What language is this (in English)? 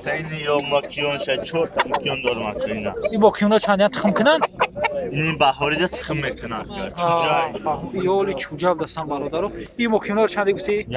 Tajik